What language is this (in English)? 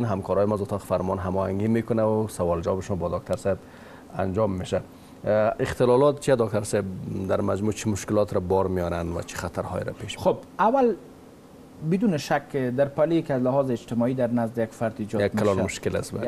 Persian